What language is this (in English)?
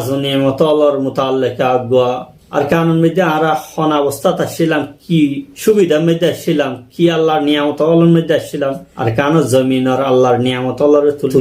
Rohingya